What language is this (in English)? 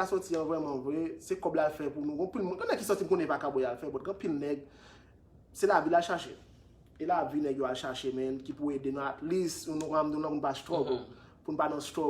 Haitian Creole